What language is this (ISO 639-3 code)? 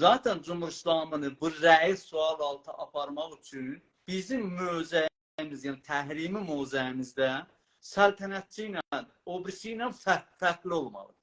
azb